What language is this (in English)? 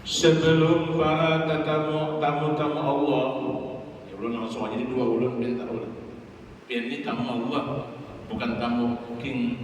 Banjar